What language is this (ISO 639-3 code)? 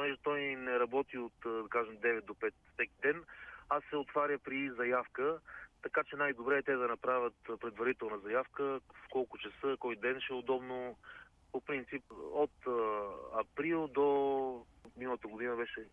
bul